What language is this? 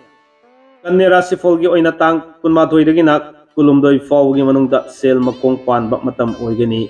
Manipuri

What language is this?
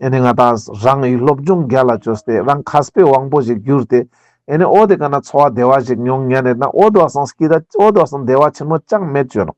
Ladakhi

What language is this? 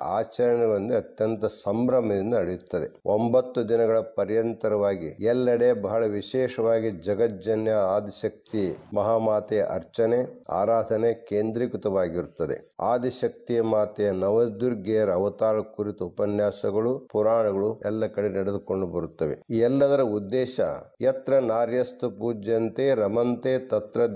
Kannada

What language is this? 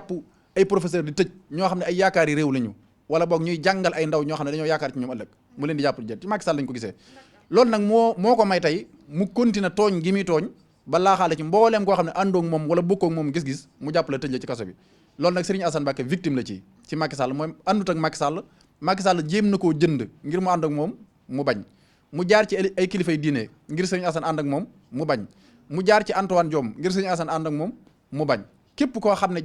Wolof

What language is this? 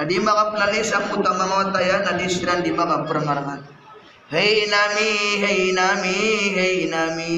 Maranao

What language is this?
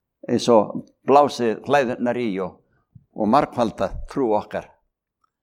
Icelandic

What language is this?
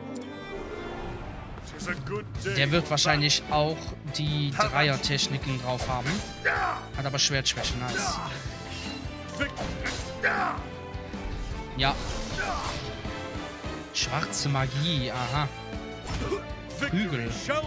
German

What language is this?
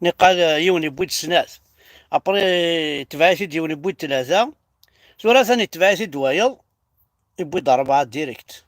Kabyle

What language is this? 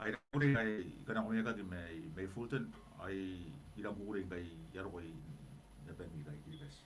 Gilbertese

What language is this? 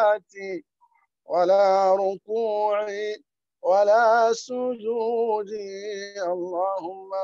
Arabic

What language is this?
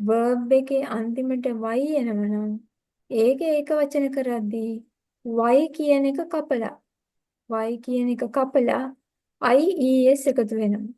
Sinhala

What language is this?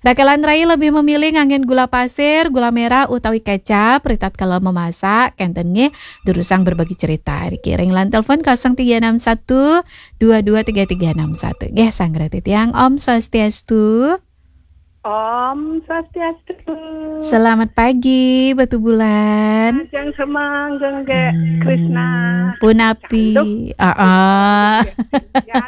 Balinese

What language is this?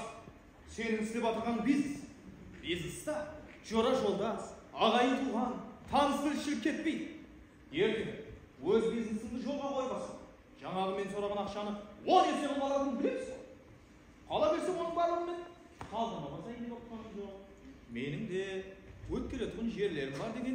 Kara-Kalpak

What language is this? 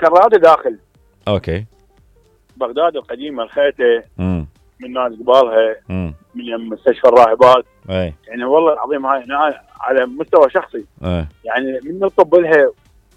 Mesopotamian Arabic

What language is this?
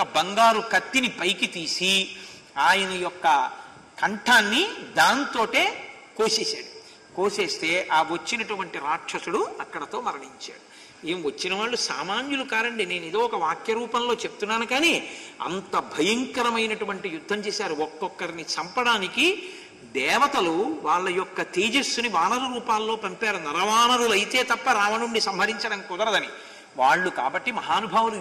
Telugu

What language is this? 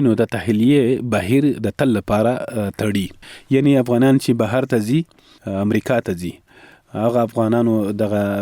Pashto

